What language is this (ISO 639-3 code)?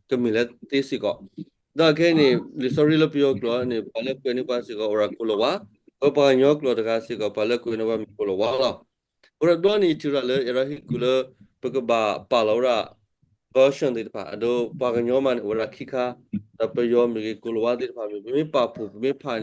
ksw